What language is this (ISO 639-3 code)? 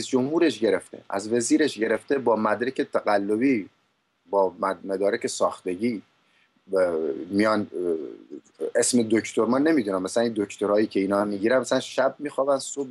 fas